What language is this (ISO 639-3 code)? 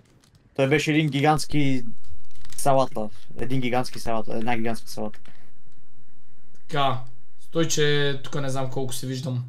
bul